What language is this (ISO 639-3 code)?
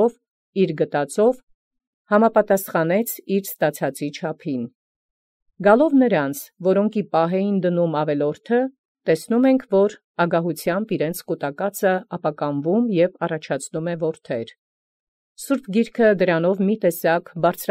hye